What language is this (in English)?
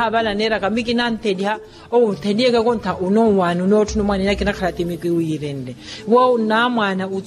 Makhuwa